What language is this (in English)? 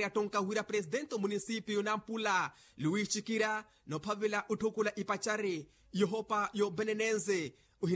Makhuwa